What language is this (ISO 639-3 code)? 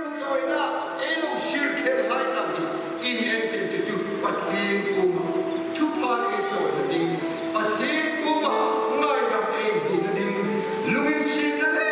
hmr